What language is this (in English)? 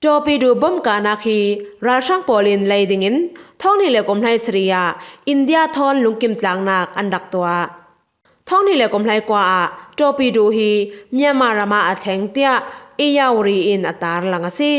Falam Chin